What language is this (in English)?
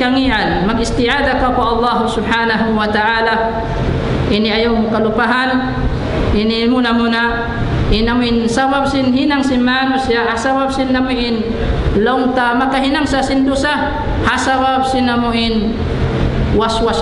Tausug